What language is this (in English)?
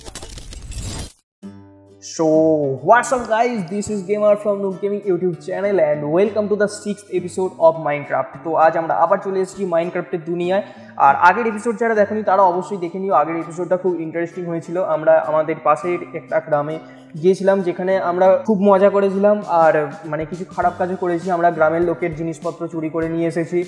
Bangla